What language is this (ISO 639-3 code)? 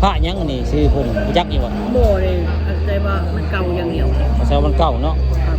tts